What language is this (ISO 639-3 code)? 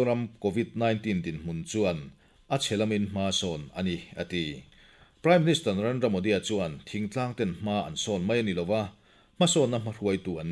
lus